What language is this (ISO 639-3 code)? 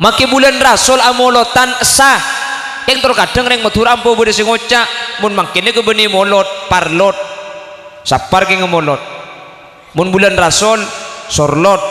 mad